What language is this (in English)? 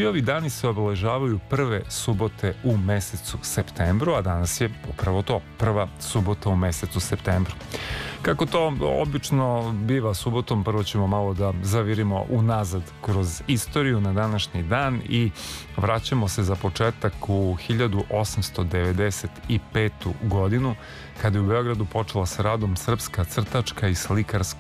Serbian